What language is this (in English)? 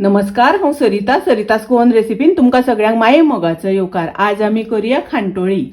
Konkani